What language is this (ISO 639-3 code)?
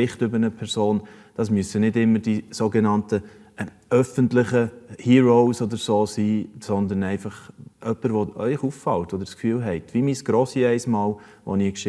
gsw